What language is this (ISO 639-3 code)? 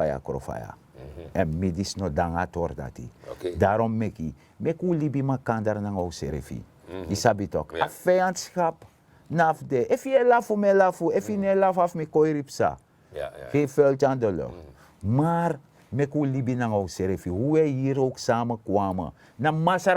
srn